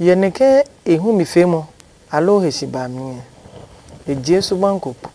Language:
Adangme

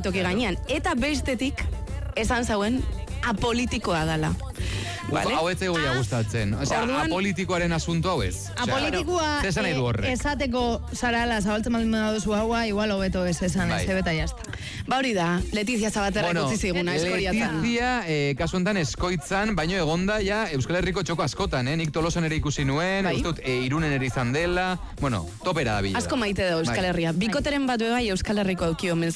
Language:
Basque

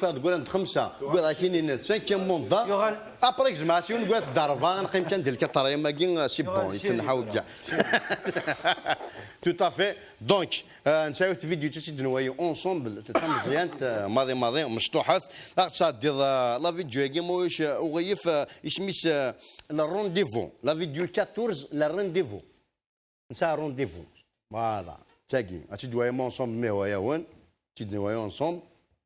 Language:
Kabyle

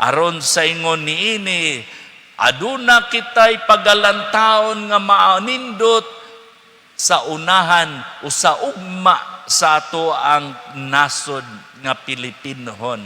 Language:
Cebuano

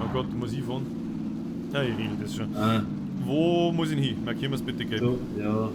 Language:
Bavarian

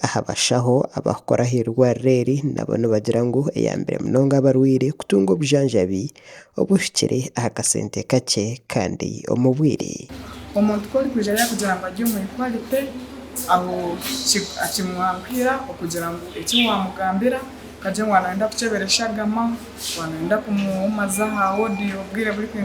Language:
Nyankole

